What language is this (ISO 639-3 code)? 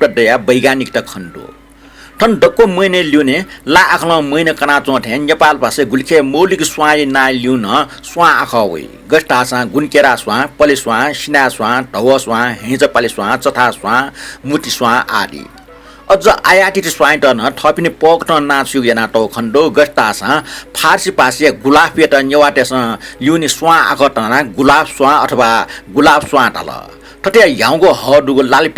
new